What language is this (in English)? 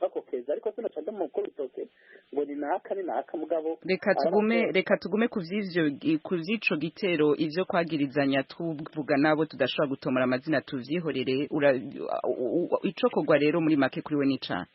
Rundi